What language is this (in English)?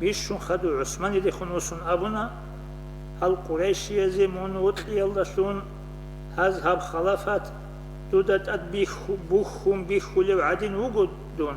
Avaric